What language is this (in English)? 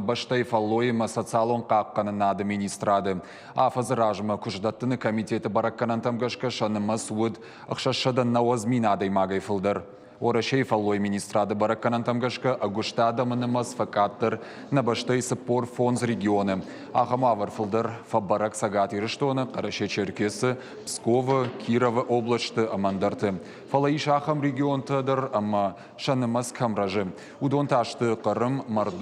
Ossetic